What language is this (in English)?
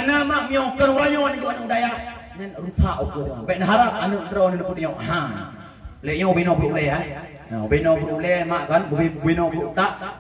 Achinese